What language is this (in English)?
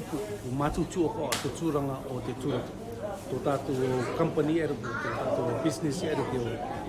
Māori